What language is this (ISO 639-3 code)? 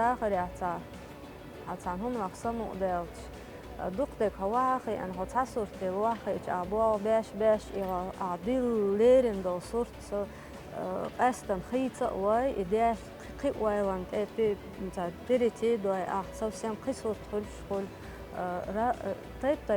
che